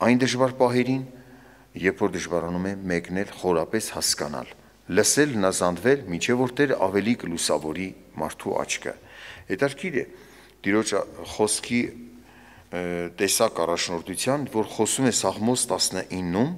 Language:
Armenian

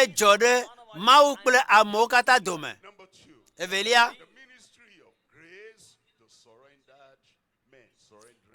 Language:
Ewe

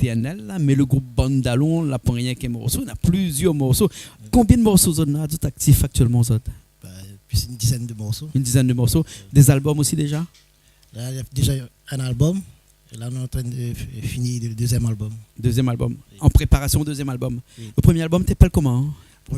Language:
Réunion Creole French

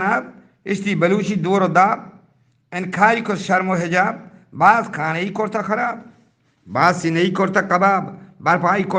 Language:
Eastern Balochi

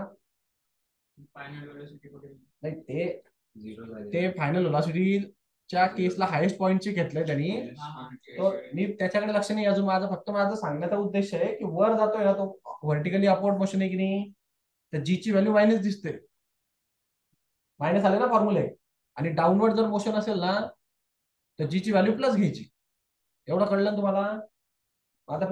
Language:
Marathi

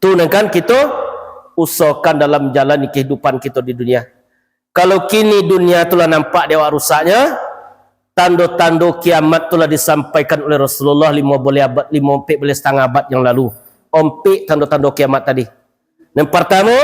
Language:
Minangkabau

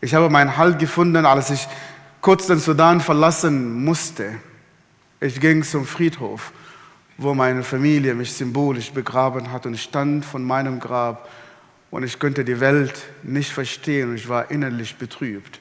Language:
Swiss German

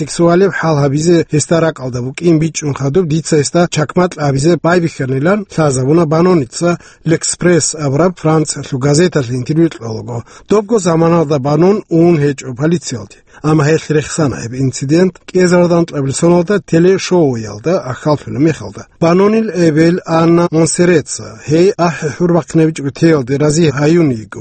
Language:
Avaric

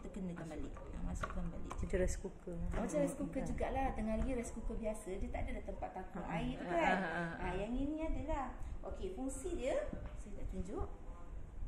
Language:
Malay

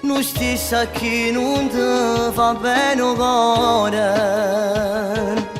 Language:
Neapolitan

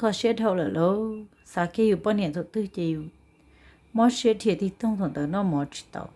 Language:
Hmong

